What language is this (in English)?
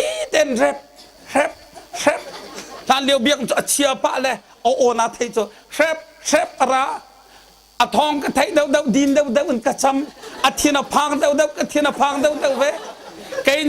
Hakha Chin